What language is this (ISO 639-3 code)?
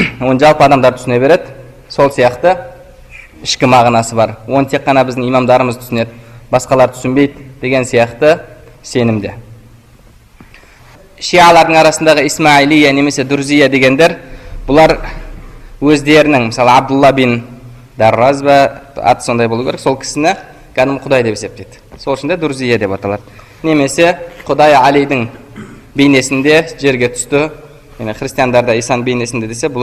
kaz